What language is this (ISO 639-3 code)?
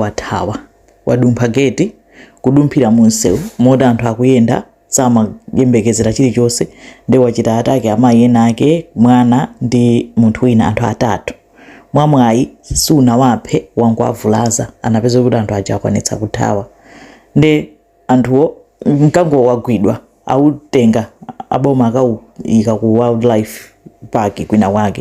nya